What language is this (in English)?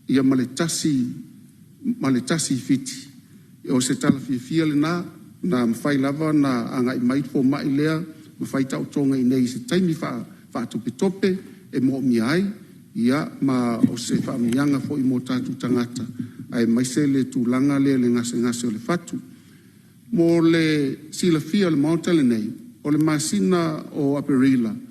Samoan